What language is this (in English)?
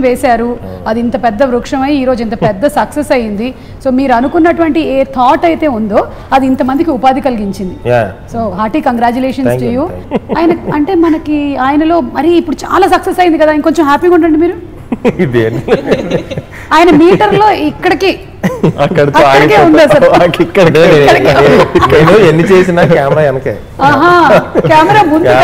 Telugu